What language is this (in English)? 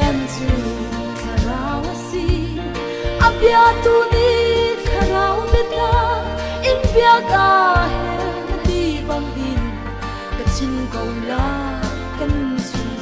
Hakha Chin